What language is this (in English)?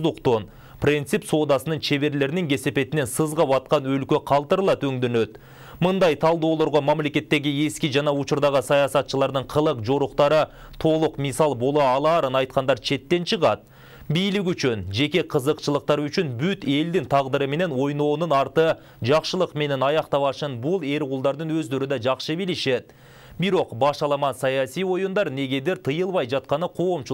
Kyrgyz